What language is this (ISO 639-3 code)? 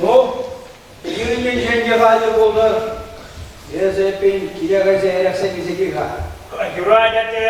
chv